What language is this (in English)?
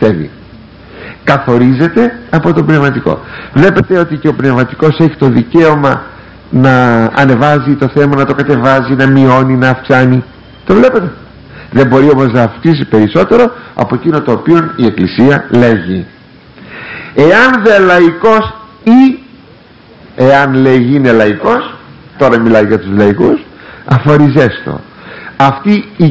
Greek